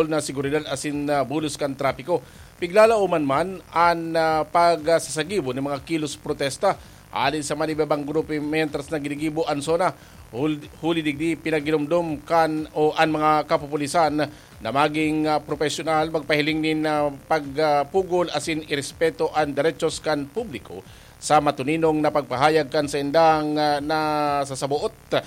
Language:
Bikol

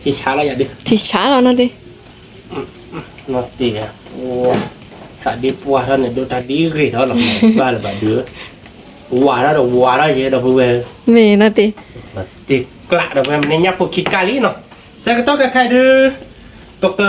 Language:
S'gaw Karen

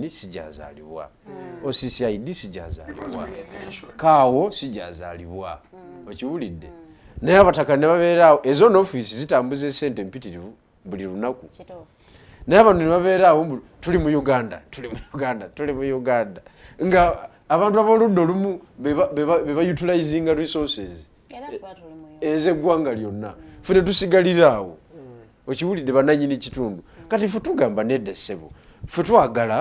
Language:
Ganda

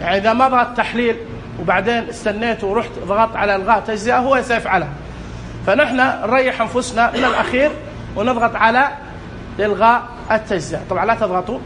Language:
Najdi Arabic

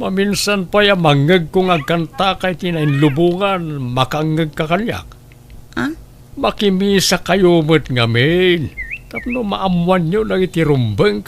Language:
Iloko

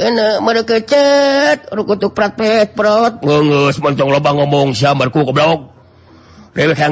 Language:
Sundanese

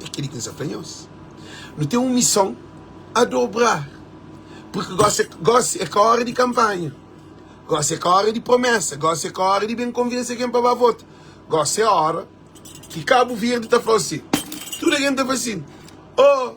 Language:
Kabuverdianu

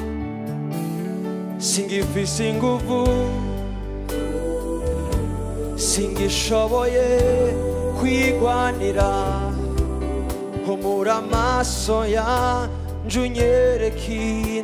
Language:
Rundi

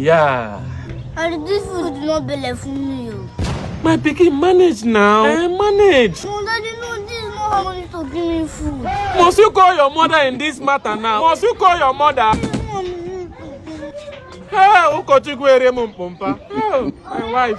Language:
Nigerian Pidgin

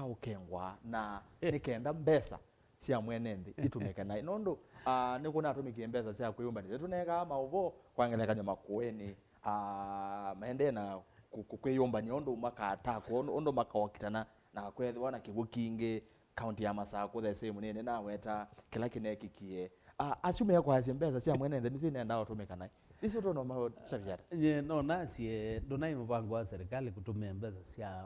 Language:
Kamba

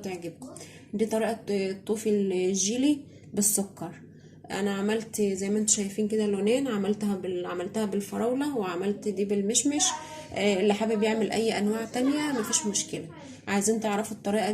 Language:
Egyptian Arabic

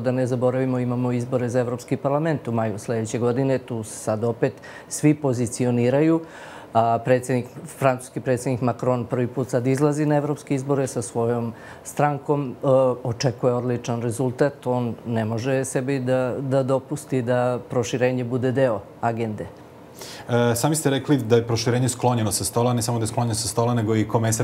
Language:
Serbian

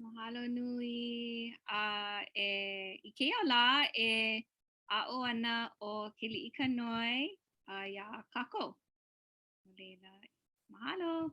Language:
Hawaiian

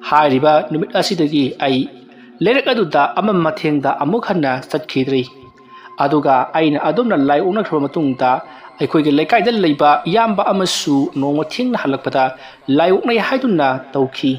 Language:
Manipuri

